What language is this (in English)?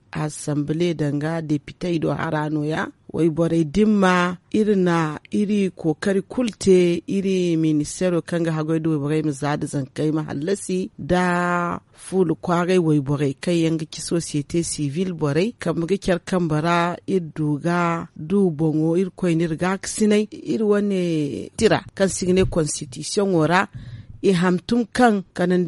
Zarma